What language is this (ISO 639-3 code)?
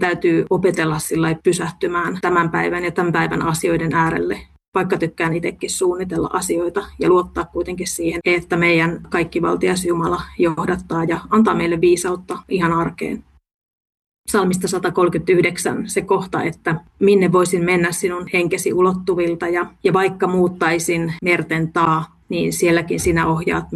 fin